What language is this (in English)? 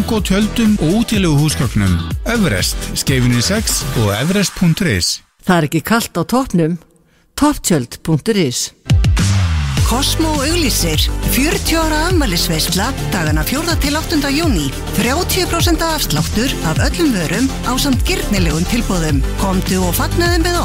Icelandic